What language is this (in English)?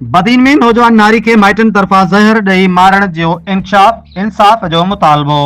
Sindhi